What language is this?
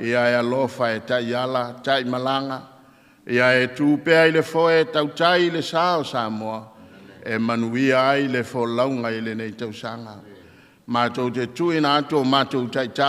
Samoan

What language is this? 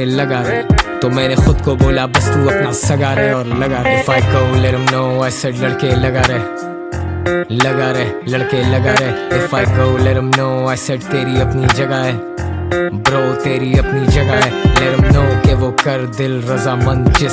Hindi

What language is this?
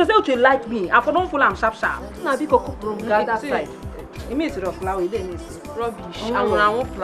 Nigerian Pidgin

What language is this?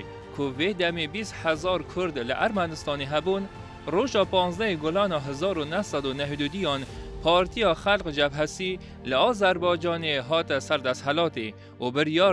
Kurdish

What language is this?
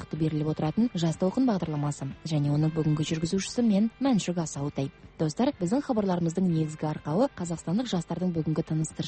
Kazakh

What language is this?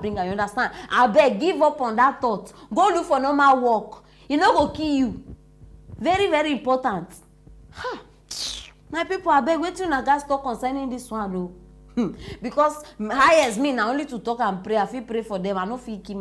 Nigerian Pidgin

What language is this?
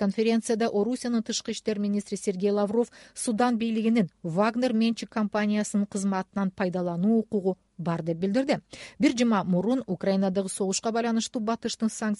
Kyrgyz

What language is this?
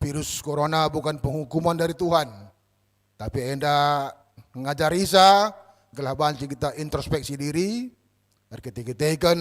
Batak Karo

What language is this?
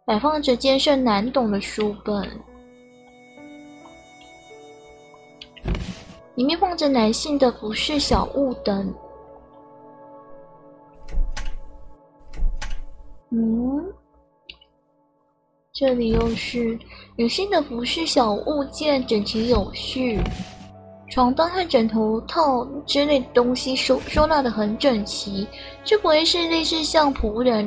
Chinese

